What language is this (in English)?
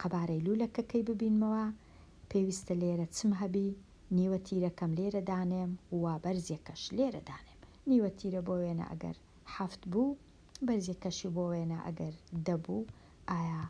Central Kurdish